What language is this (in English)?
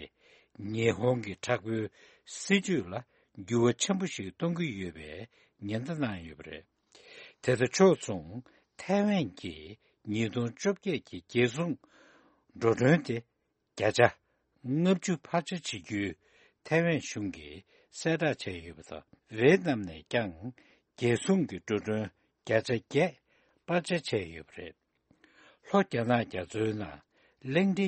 Tibetan